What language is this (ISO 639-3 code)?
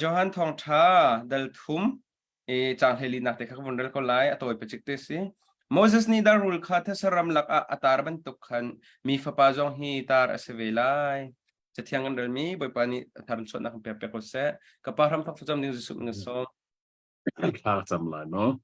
cnh